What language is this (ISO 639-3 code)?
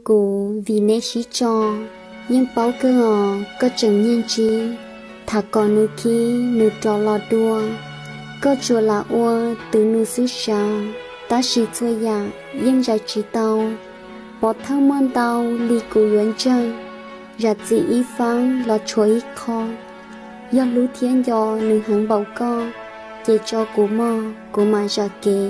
hmn